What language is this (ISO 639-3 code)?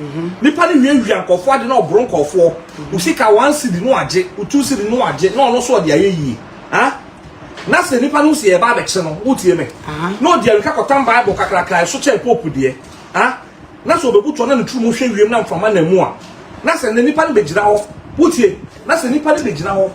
aka